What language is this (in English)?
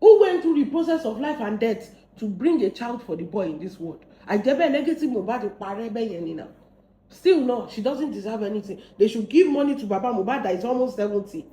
Yoruba